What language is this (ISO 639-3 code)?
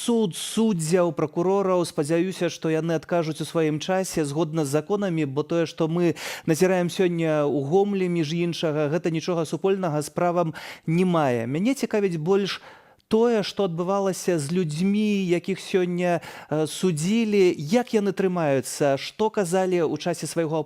bel